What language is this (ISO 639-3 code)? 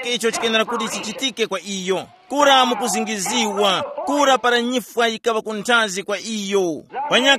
tum